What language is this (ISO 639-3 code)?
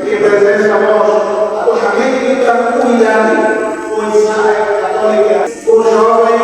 tet